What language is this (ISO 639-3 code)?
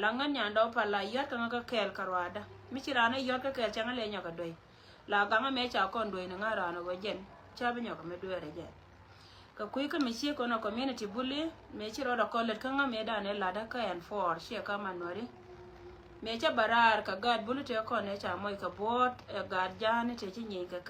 nus